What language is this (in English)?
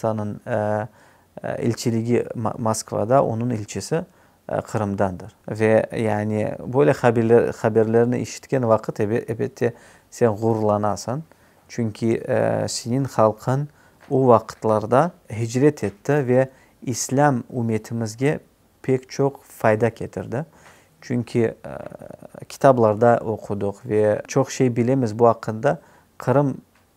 Crimean Tatar